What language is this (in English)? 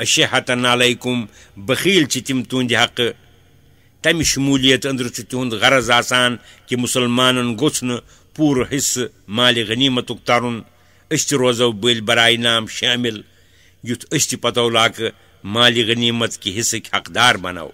Kashmiri